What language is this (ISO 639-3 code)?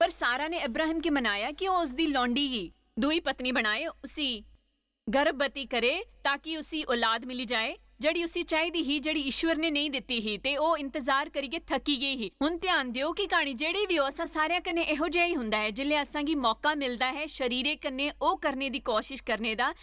doi